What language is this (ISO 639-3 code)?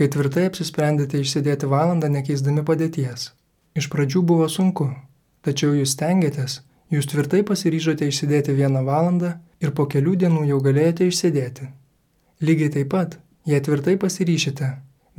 lit